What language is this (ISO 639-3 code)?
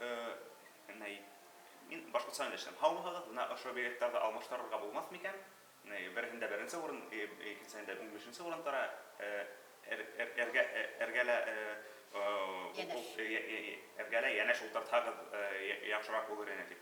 bak